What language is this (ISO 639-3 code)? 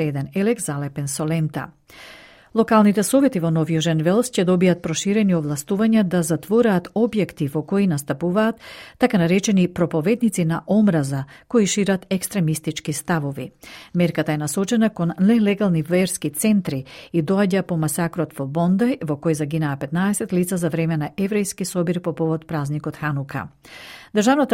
mkd